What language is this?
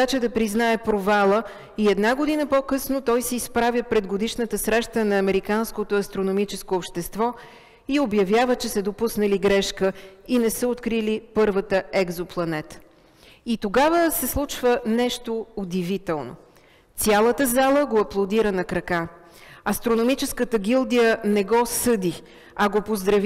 Bulgarian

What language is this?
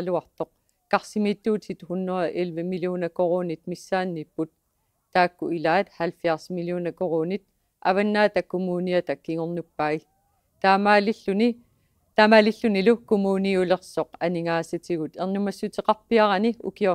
Kalaallisut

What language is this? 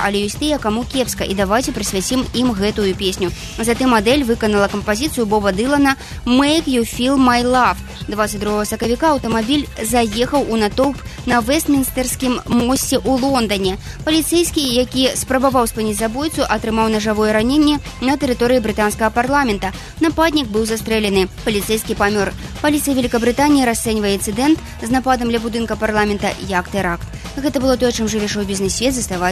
Belarusian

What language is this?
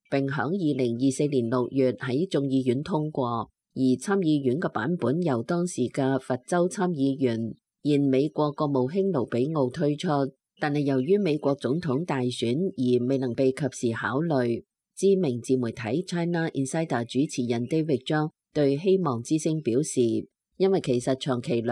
Cantonese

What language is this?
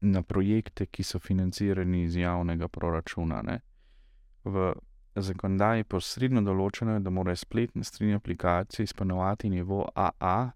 Slovenian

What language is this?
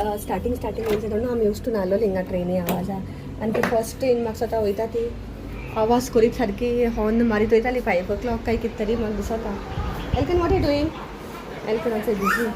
Konkani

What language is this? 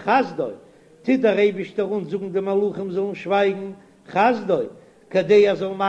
Yiddish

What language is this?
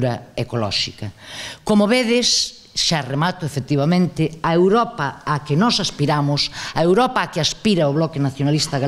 Galician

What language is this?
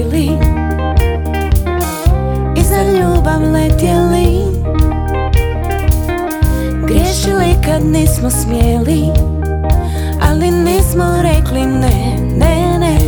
Croatian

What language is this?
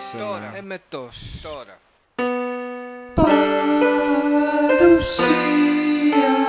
Greek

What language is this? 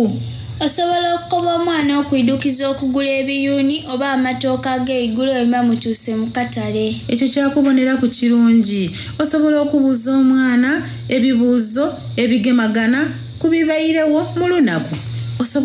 Soga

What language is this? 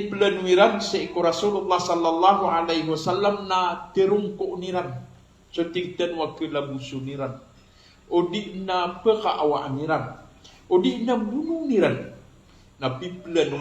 Maranao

